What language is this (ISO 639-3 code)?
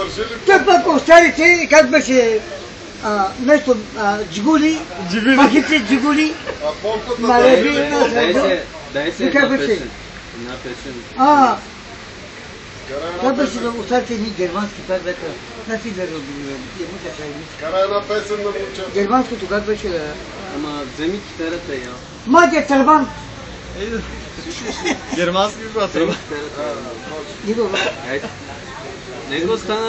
bul